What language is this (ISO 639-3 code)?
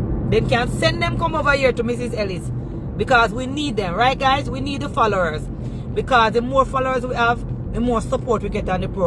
jam